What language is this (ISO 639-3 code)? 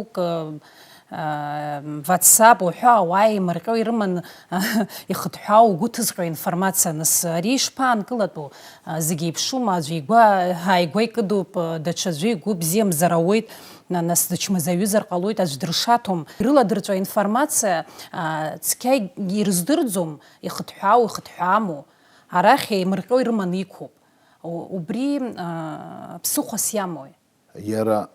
abk